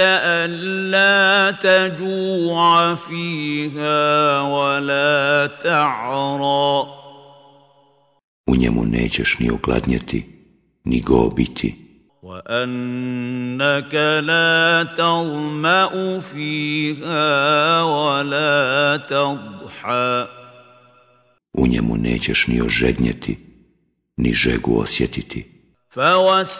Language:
Bosnian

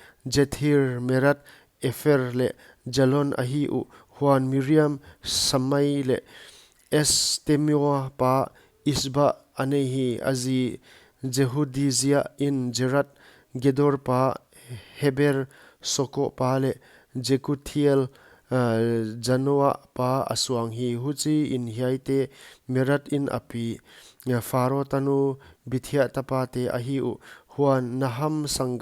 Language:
Paite Chin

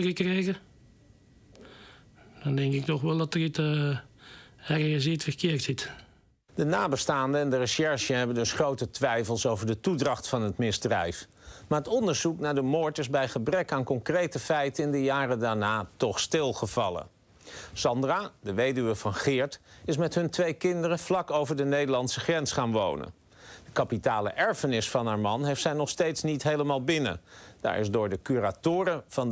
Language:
Dutch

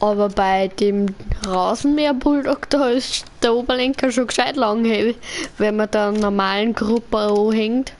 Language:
Bavarian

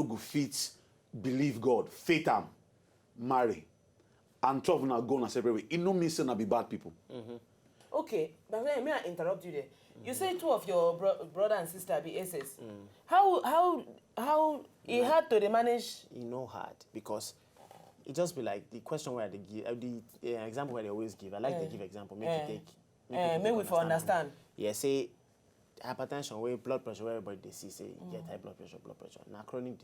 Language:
Nigerian Pidgin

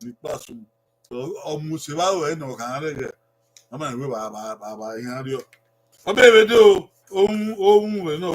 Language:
Bini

